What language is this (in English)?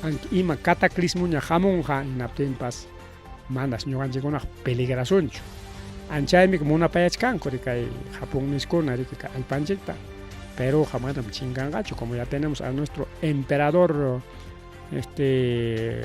Ayacucho Quechua